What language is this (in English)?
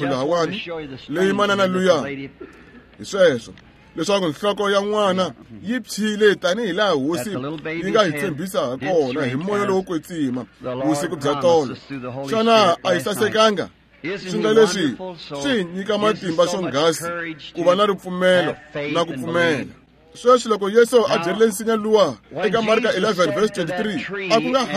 Tsonga